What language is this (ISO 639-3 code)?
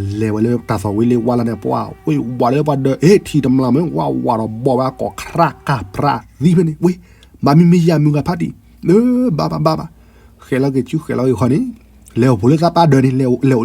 ksw